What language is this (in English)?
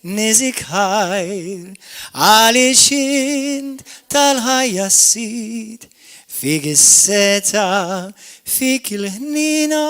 Maltese